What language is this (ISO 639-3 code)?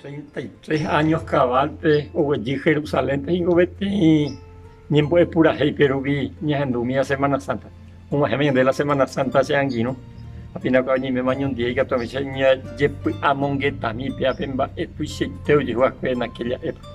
grn